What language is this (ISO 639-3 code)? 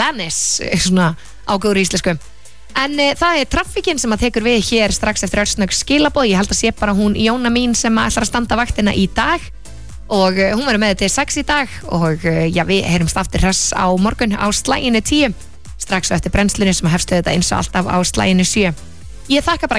isl